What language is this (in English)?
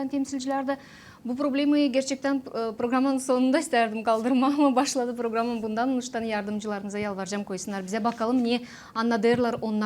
Gagauz